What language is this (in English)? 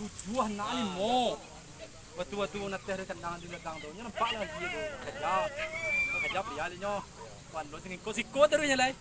Minangkabau